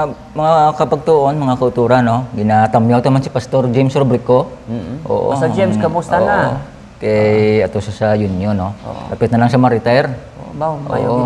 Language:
Hiligaynon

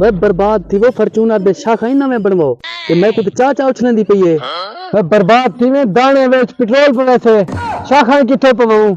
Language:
Saraiki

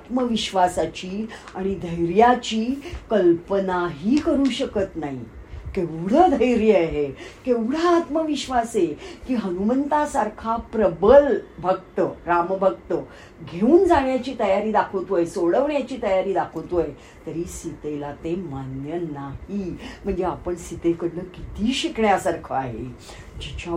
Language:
Marathi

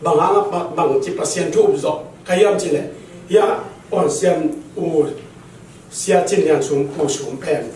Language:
Tedim Chin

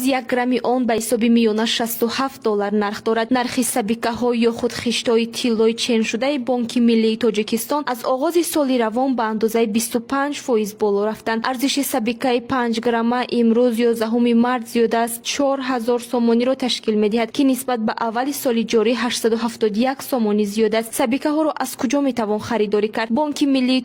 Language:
Tajik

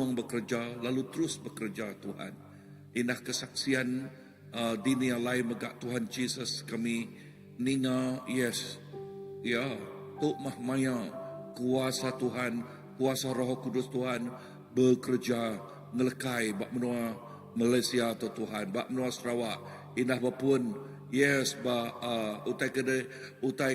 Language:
Iban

